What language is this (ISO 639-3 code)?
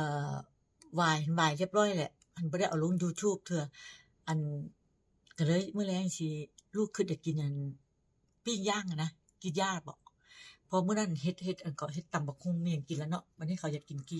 tts